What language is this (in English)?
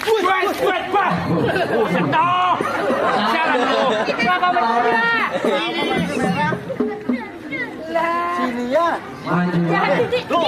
Betawi